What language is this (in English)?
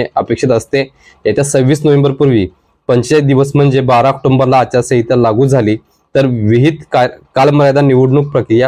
Marathi